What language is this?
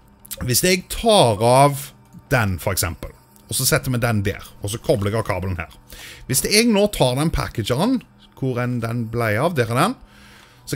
Norwegian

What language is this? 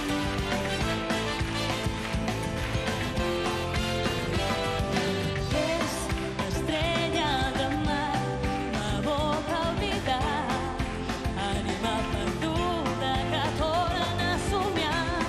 Catalan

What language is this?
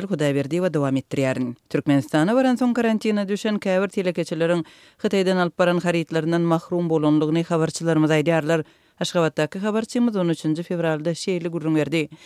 Turkmen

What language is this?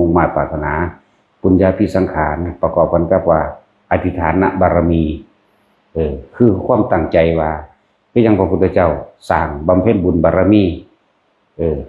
Lao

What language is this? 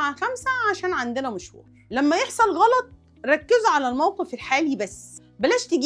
Egyptian Arabic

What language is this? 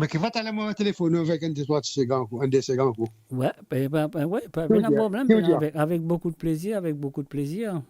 Morisyen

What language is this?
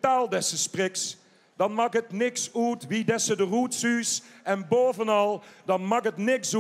Limburgish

